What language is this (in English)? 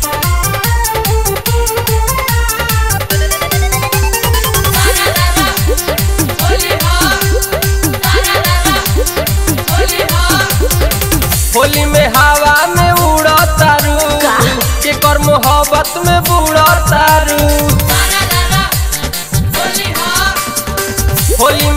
Bhojpuri